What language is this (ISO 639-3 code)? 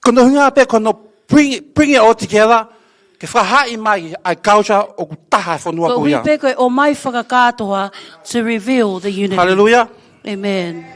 ton